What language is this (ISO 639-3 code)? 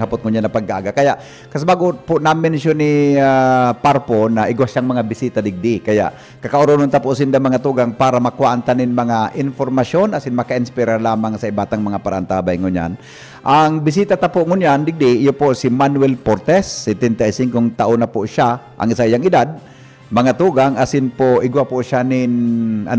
bik